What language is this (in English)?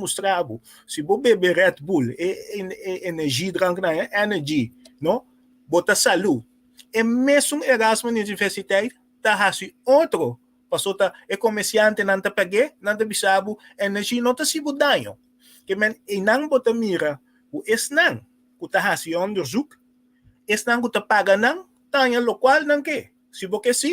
Papiamento